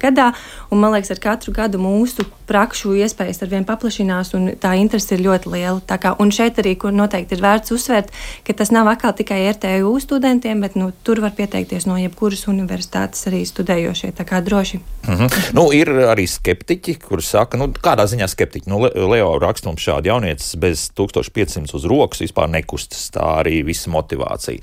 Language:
Latvian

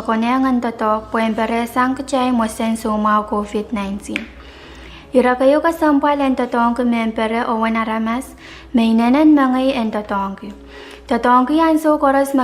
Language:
Pohnpeian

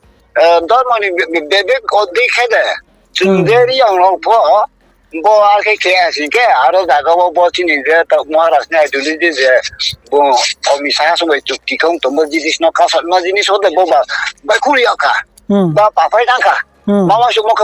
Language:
Riang (India)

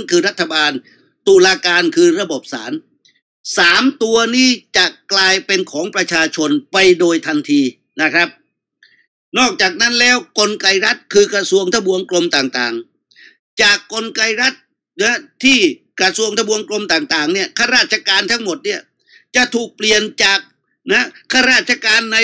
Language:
Thai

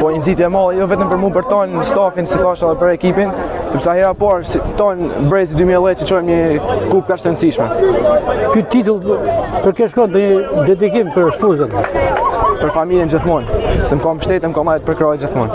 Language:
Albanian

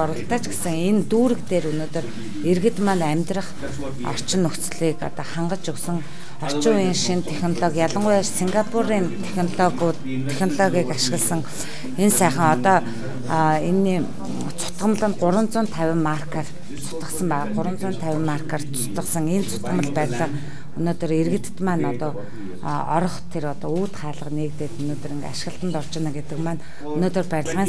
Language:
Mongolian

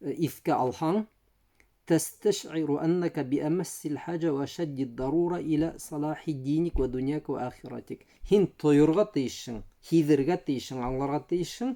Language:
Bashkir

